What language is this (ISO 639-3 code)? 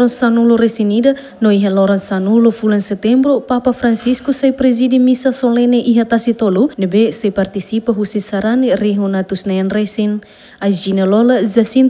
tet